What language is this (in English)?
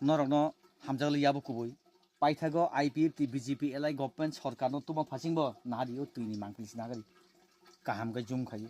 Kok Borok